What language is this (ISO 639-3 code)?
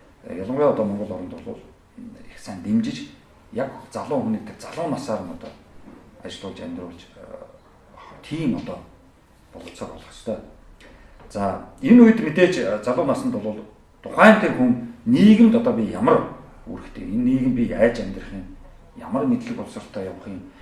mon